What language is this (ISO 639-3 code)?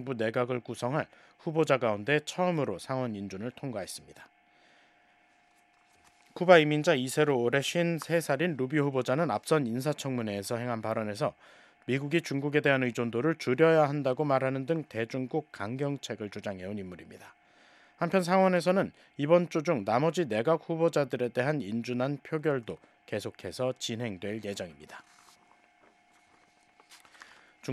kor